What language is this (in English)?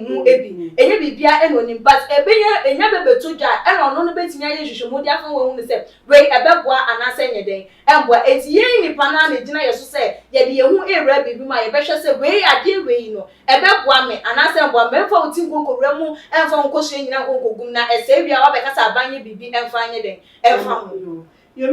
Akan